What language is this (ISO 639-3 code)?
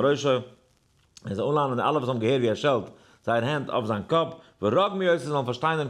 yid